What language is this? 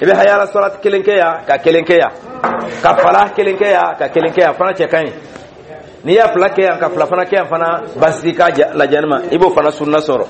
Dyula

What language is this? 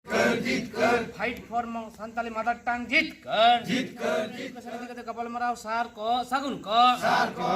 Santali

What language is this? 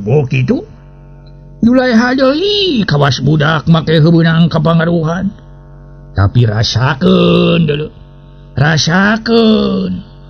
Sundanese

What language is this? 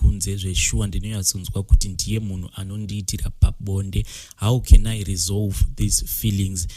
Shona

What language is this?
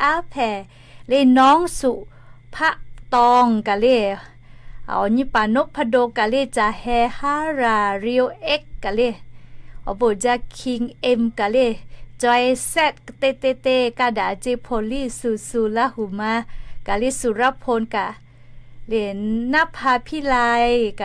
Lahu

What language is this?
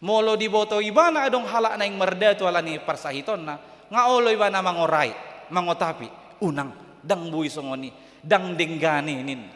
Batak Toba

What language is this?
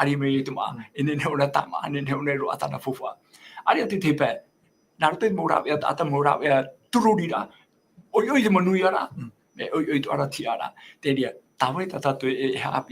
Tahitian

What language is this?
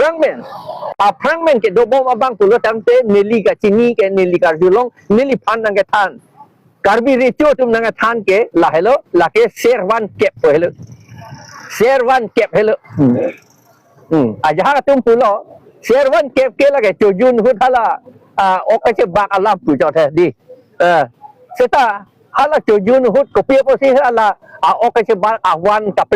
Karbi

